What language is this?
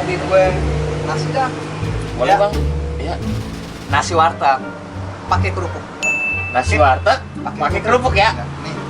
Betawi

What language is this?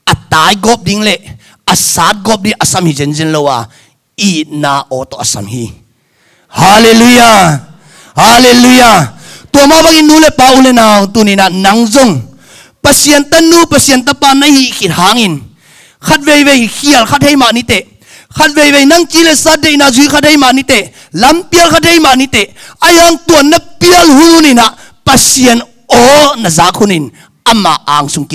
Tedim Chin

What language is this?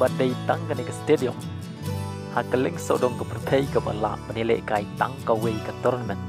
Khasi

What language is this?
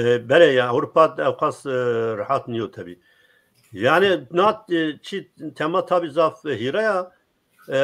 Zaza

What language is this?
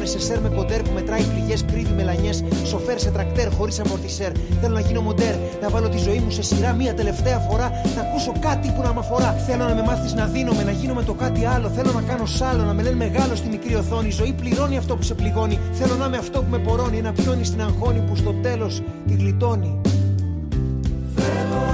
Greek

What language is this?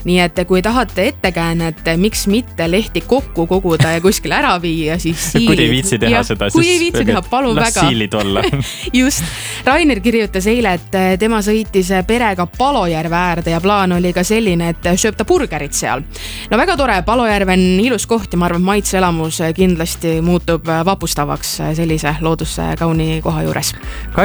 Estonian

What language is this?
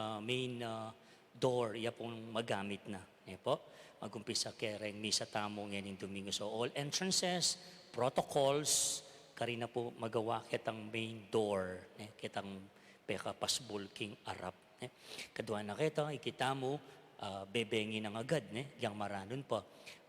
Pampanga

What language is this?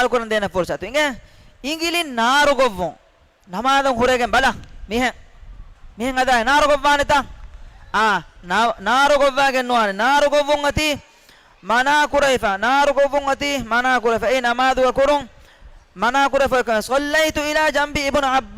Divehi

